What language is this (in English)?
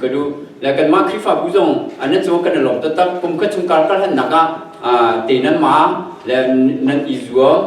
Hakha Chin